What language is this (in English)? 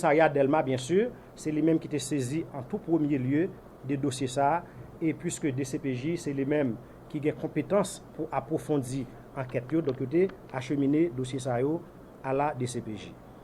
Haitian Creole